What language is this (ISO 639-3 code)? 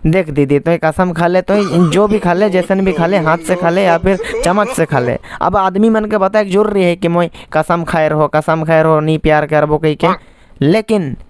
sck